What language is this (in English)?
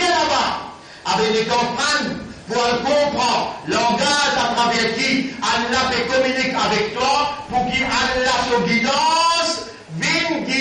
Morisyen